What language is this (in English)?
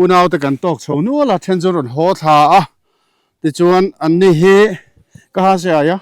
Mizo